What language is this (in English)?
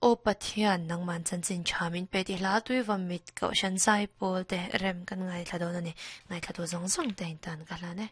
Mizo